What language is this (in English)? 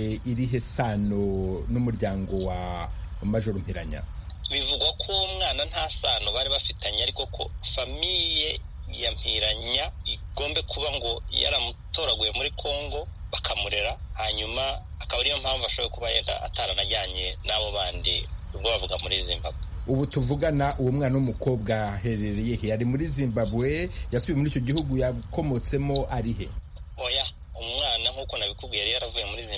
Kinyarwanda